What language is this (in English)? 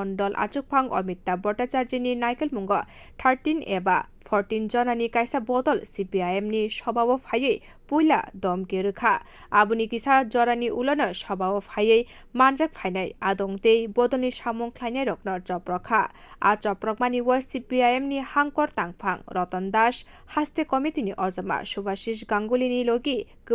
Kok Borok